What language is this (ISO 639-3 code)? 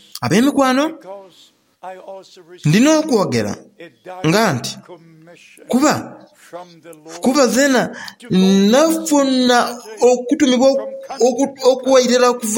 xog